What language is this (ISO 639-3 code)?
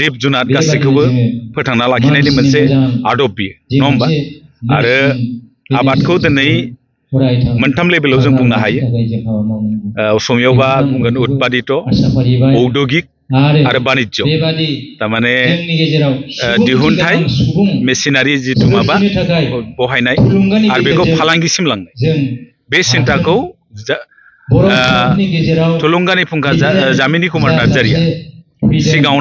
brx